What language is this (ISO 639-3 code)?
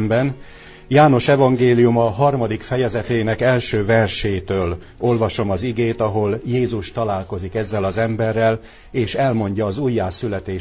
hun